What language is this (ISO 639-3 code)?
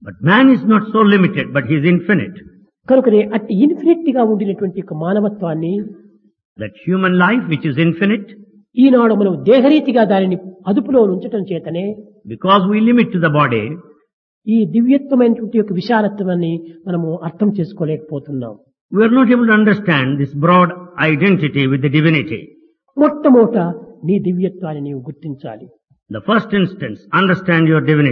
tel